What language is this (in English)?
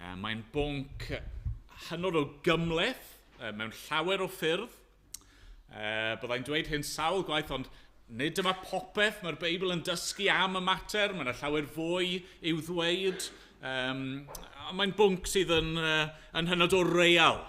Welsh